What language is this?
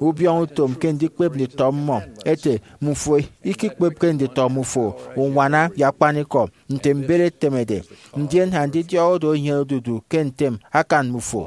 Efik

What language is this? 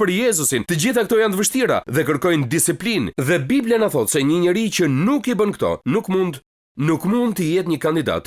Albanian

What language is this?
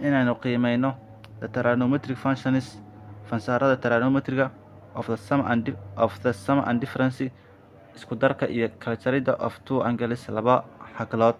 Somali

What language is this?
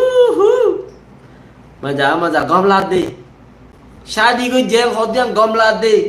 Rohingya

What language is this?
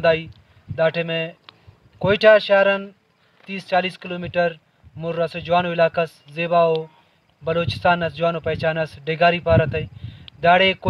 Brahui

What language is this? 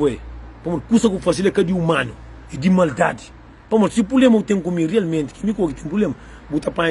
Kabuverdianu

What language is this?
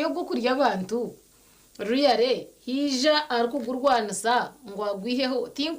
Nyankole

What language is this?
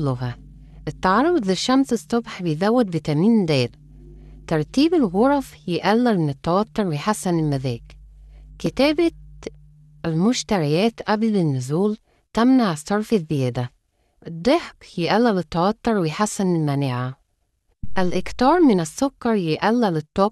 Egyptian Arabic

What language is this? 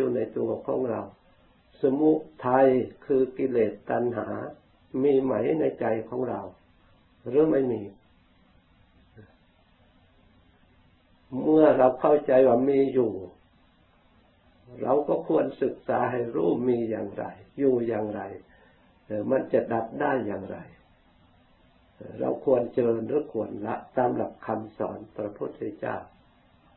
Thai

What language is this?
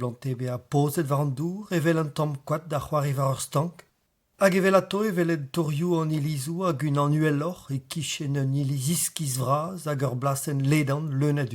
Breton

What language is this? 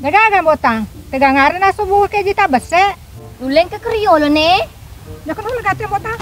Buginese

